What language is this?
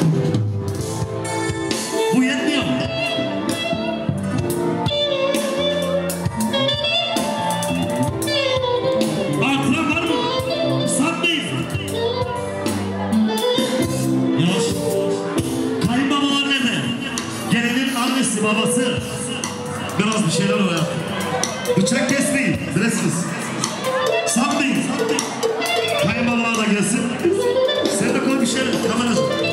Turkish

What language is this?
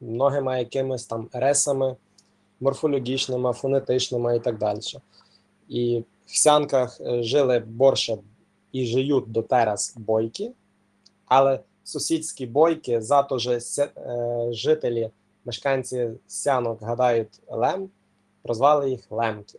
Rusyn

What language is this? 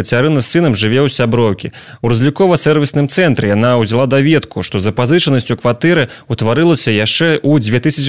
Belarusian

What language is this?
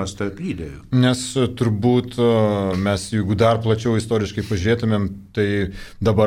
Lithuanian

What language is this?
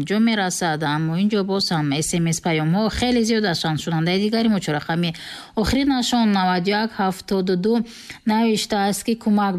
Tajik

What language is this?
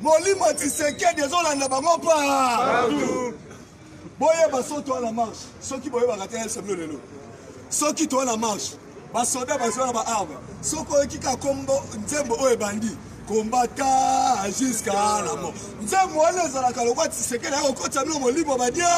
Lingala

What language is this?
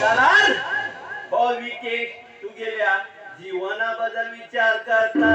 Konkani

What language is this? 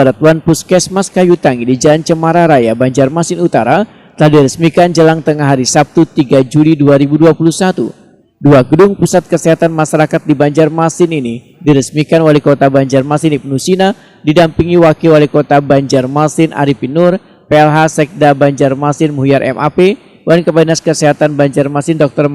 Banjar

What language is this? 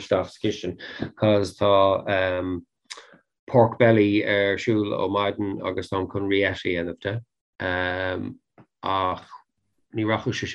Irish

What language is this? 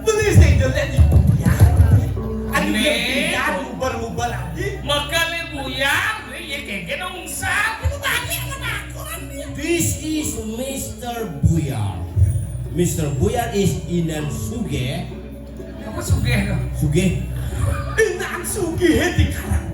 Balinese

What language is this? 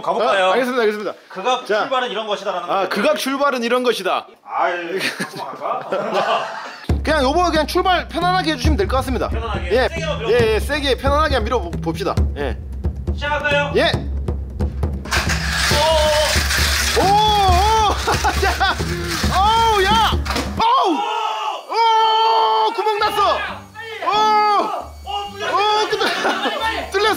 Korean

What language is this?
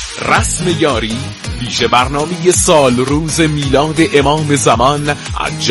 Persian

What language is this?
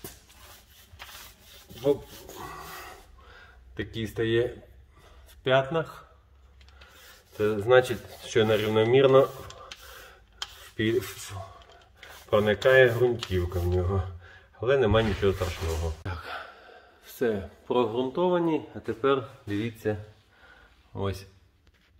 Ukrainian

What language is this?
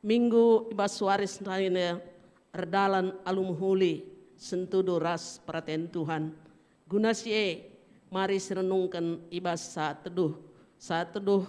Batak Karo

